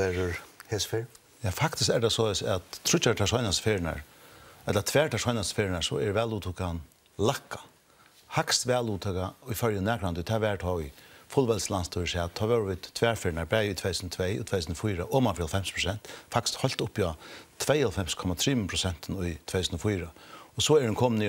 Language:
Faroese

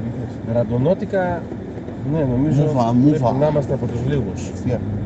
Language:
Greek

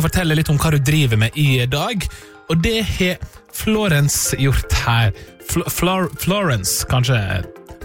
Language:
Norwegian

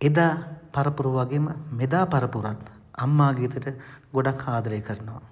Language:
Sinhala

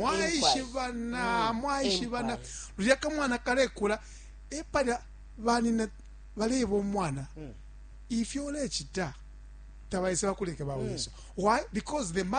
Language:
Bemba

